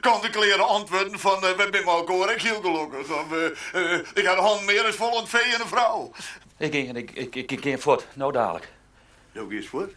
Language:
Western Frisian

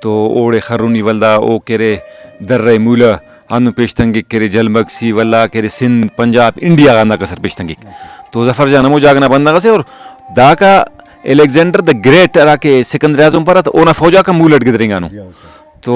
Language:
Brahui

